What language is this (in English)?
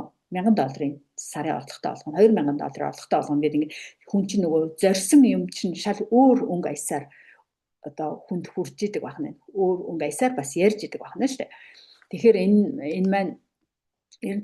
Mongolian